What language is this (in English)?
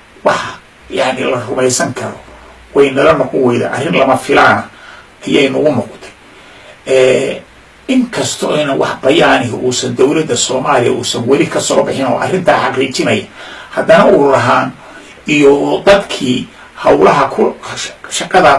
Somali